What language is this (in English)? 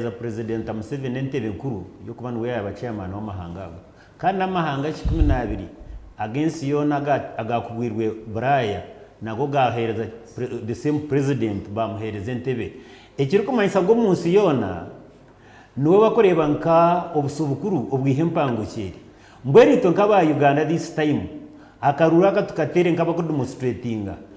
Nyankole